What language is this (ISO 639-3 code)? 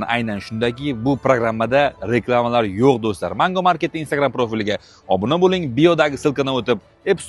uzb